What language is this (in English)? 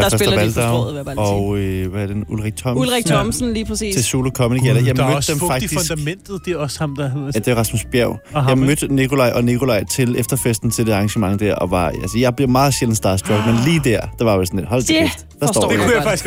Danish